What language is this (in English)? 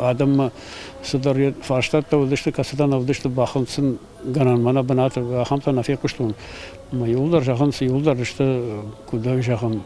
Ossetic